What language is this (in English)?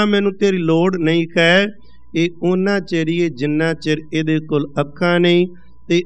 Punjabi